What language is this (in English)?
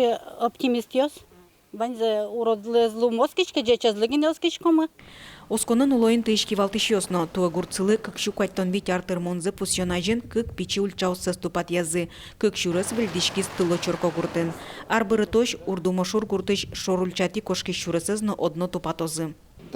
Udmurt